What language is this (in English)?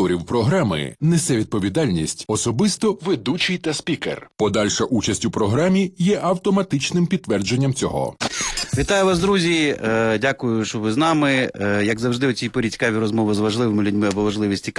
Ukrainian